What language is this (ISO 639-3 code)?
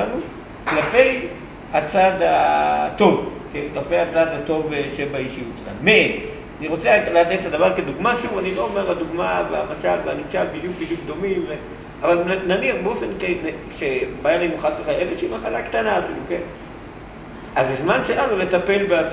heb